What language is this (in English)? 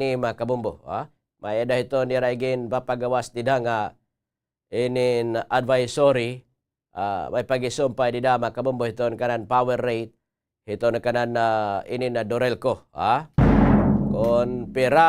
Waray